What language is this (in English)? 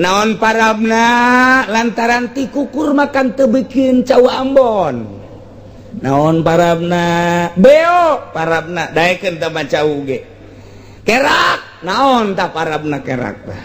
Sundanese